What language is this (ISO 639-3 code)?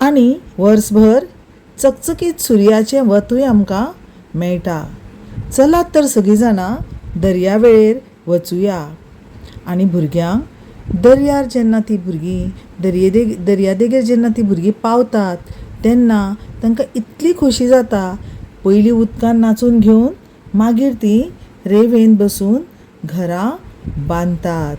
kok